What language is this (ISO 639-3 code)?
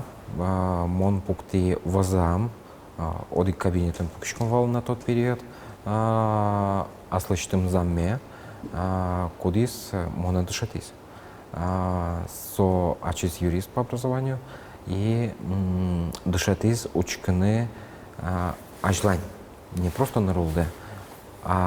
udm